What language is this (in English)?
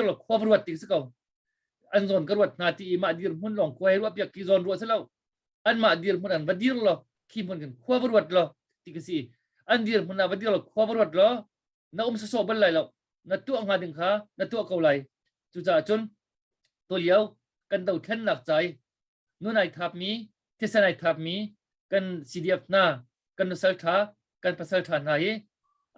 Hakha Chin